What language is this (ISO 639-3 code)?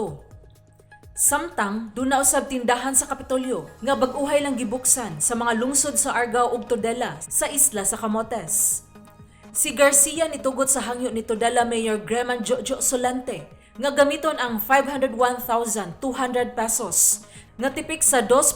ceb